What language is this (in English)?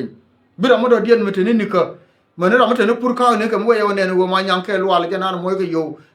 Nuer